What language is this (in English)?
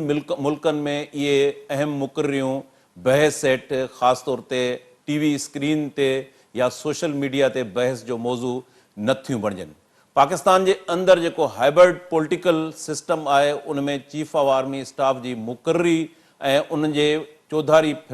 Sindhi